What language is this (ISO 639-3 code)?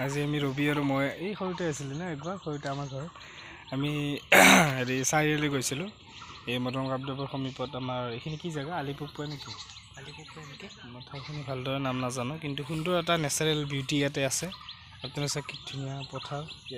asm